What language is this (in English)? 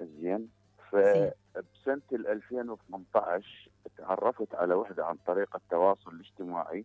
Mesopotamian Arabic